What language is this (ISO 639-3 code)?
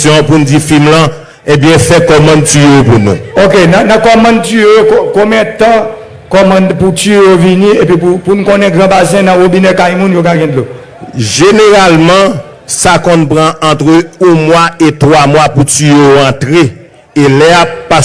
hat